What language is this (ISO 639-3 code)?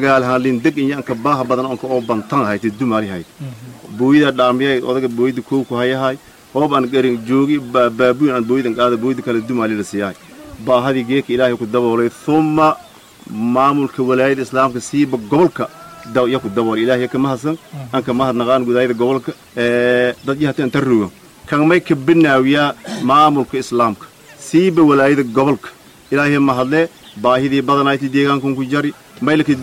som